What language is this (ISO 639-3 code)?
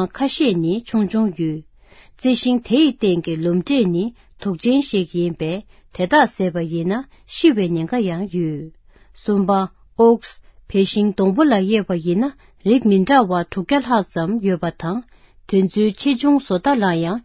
bod